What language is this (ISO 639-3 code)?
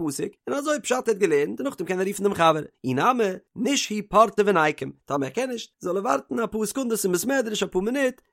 yid